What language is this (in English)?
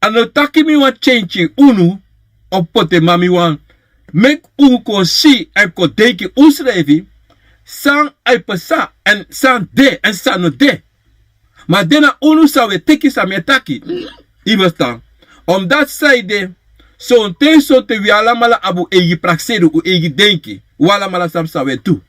Sranan Tongo